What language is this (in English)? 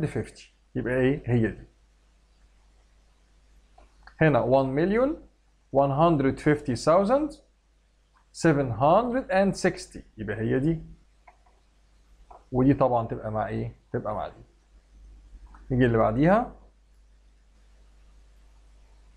Egyptian Arabic